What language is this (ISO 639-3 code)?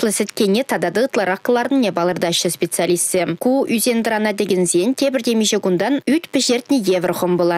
chv